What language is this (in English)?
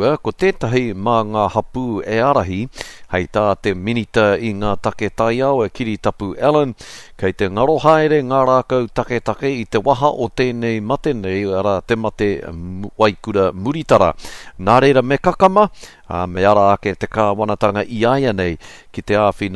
Māori